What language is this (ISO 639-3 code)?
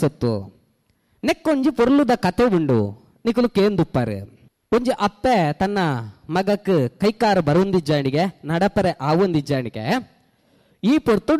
tcy